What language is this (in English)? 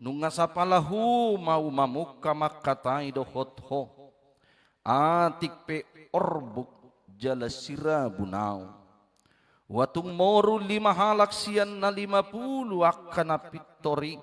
Batak Toba